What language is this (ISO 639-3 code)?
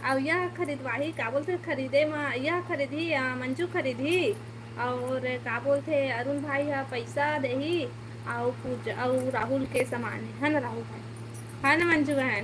hne